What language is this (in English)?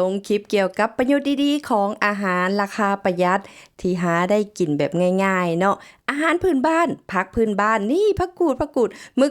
Lao